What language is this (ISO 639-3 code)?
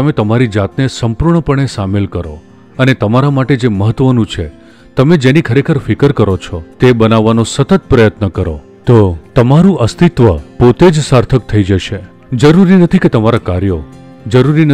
guj